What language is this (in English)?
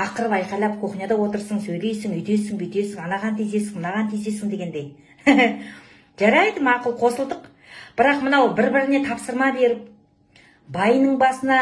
Kazakh